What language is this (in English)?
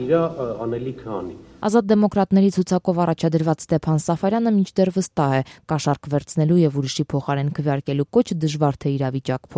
Armenian